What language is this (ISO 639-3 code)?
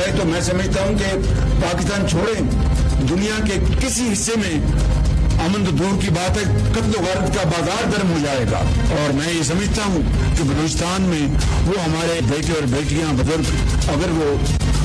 urd